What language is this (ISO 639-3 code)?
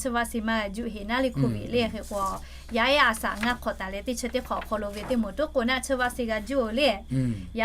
lhu